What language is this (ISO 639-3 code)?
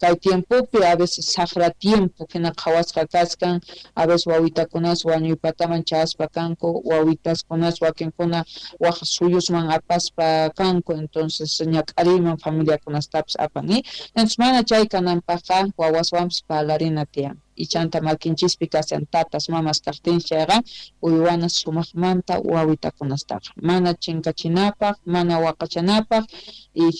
quh